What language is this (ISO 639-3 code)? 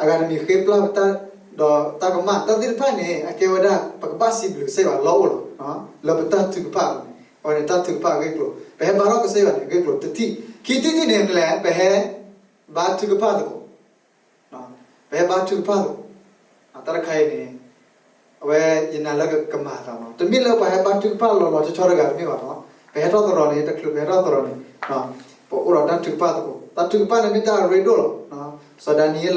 ksw